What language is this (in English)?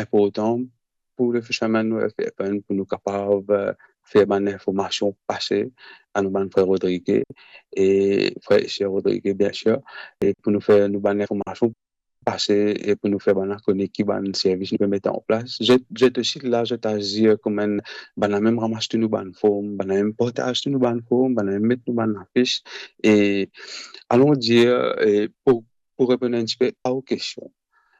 Morisyen